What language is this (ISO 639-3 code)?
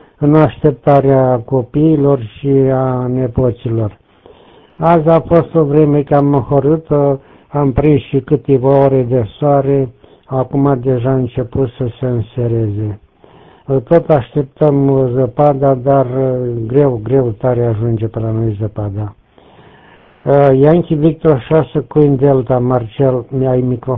ron